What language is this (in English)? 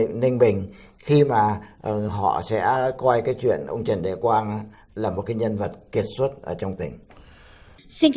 Vietnamese